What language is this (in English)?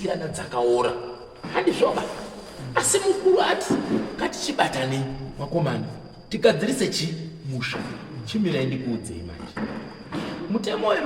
Shona